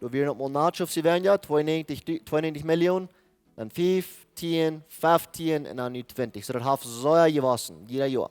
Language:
Plautdietsch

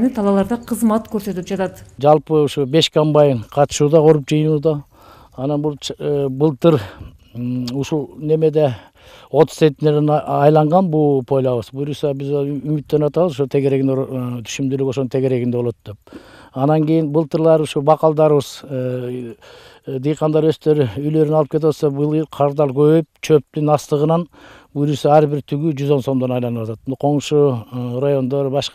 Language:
Kyrgyz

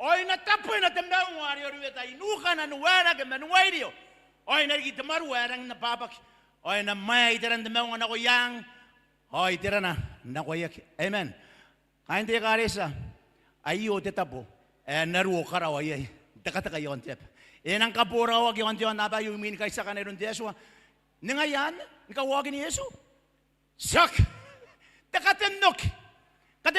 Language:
Gilbertese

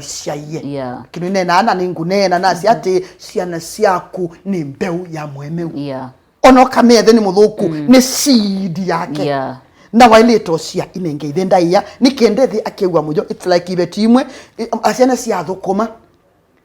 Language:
Kamba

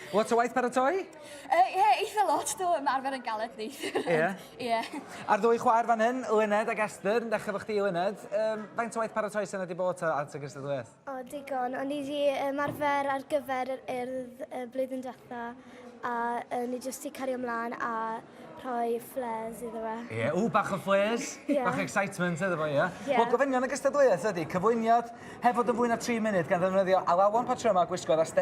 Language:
Welsh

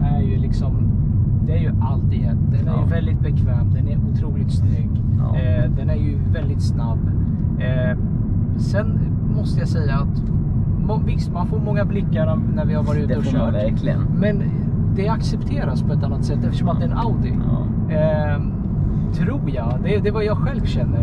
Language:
Swedish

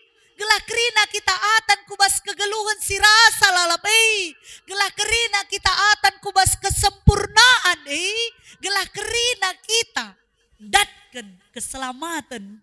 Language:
Batak Karo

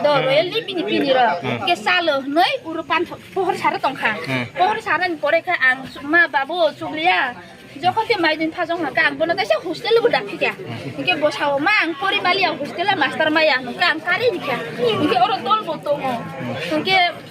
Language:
Kok Borok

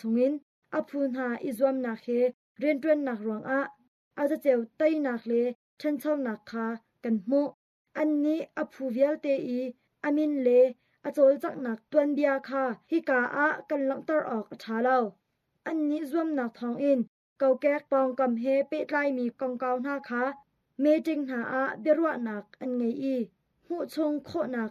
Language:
Hakha Chin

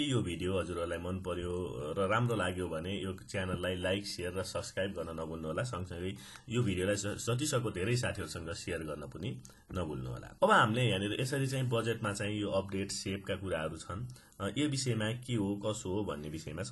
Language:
Nepali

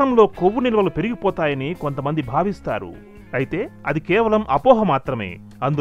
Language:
Telugu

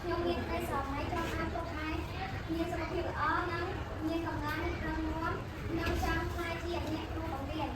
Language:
Khmer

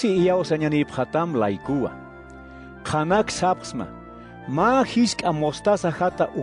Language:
Aymara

